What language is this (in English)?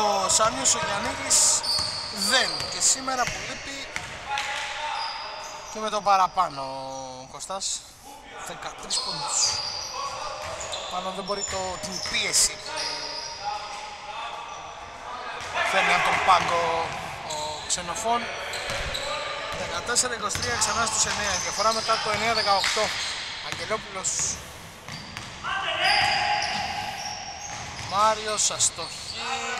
Greek